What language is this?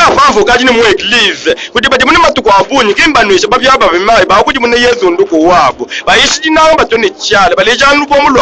Luba-Lulua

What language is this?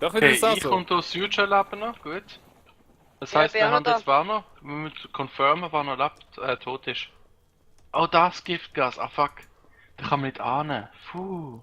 Swiss German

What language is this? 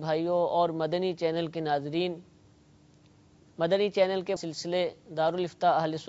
Urdu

